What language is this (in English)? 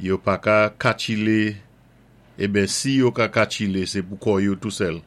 Saint Lucian Creole French